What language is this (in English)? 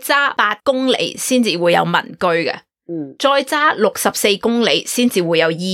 Cantonese